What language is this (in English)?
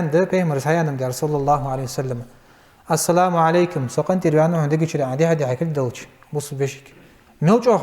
Ingush